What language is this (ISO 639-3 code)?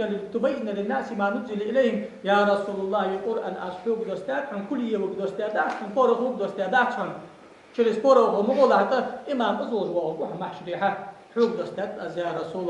inh